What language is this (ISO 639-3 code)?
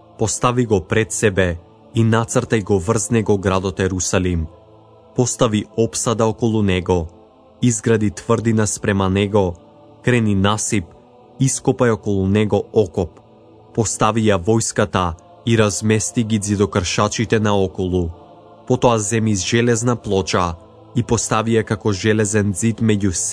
mkd